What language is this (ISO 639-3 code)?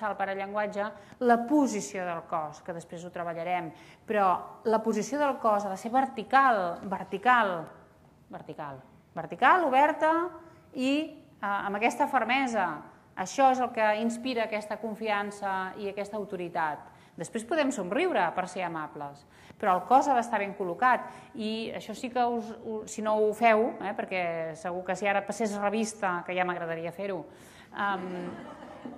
cat